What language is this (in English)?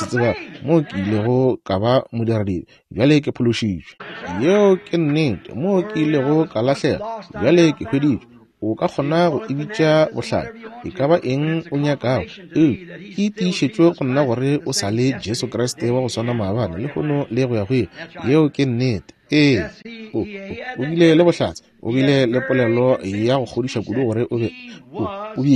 Northern Sotho